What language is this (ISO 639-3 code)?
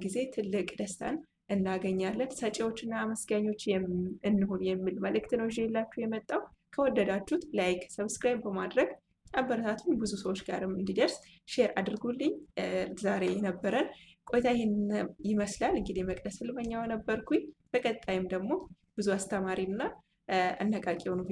amh